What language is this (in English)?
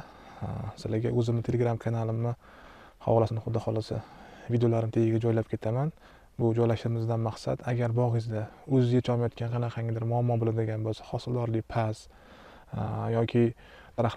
Uzbek